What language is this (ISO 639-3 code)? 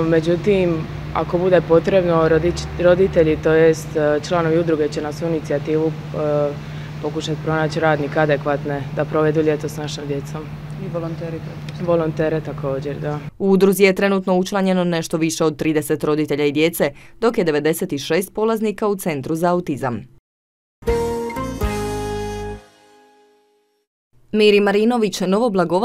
hrv